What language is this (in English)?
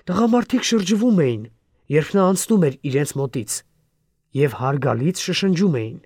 Armenian